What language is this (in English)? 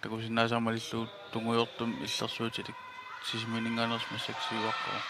Kalaallisut